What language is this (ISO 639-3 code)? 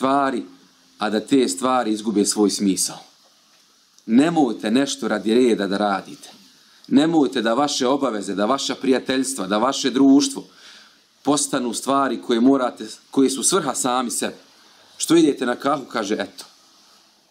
bos